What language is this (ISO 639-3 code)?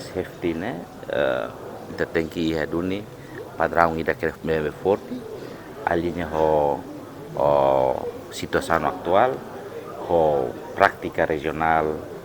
tet